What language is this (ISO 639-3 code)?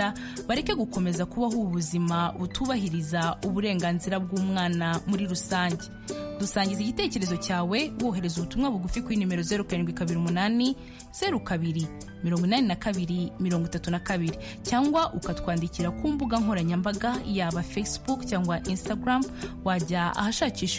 kin